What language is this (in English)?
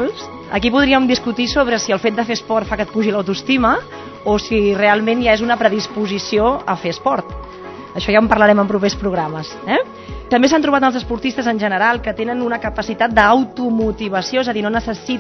Catalan